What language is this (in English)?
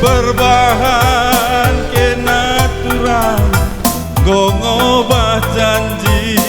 Batak Karo